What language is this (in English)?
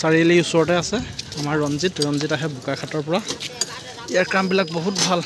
Assamese